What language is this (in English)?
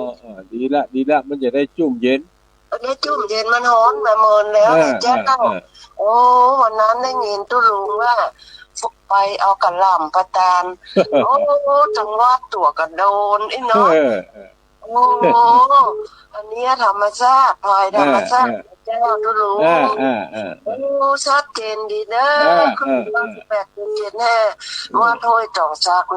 Northern Thai